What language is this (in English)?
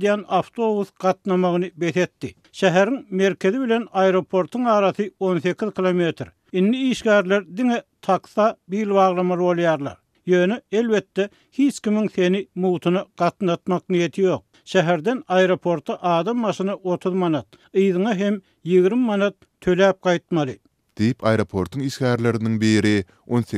Turkmen